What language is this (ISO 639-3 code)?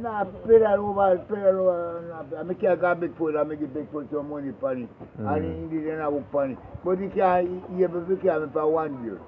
jam